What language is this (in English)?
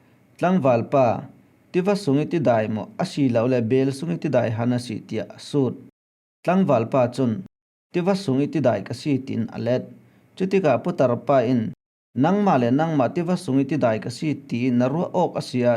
Falam Chin